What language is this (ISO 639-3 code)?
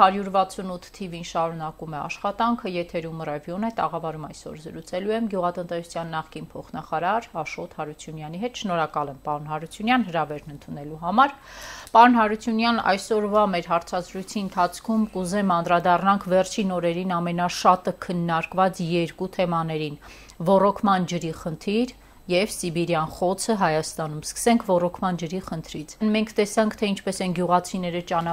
hye